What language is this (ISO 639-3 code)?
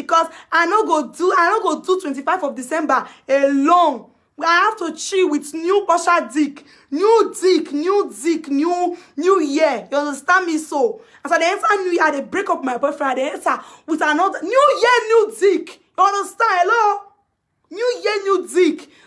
pcm